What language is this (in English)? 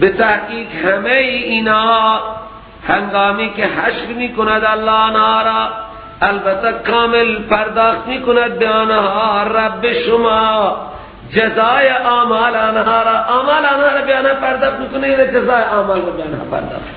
Persian